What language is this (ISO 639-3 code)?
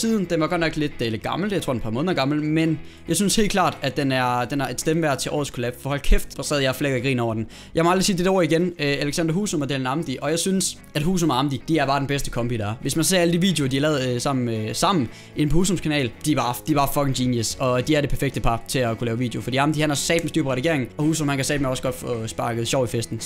dan